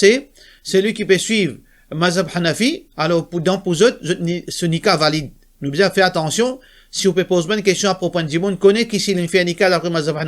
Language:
Morisyen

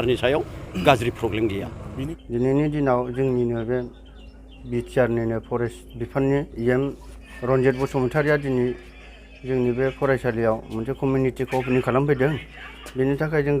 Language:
Bodo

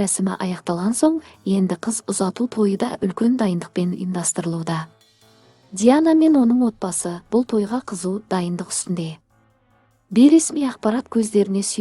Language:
Kazakh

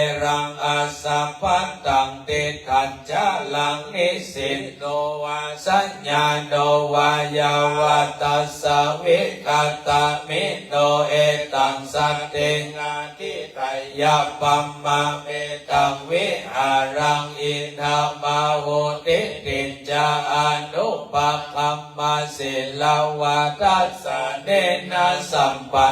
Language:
Pali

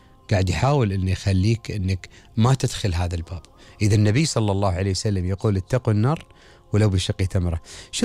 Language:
Gulf Arabic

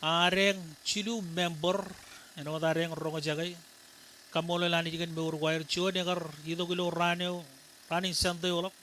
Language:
Marshallese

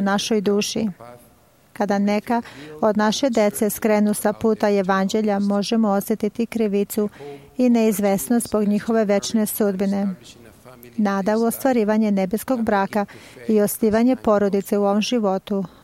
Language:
Serbian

